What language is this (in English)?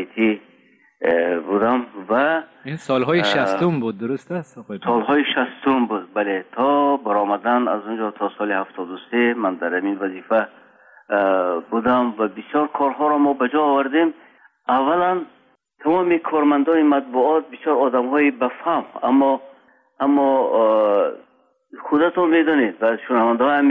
Persian